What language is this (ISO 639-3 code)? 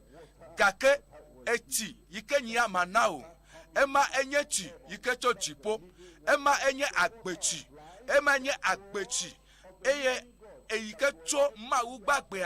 ewe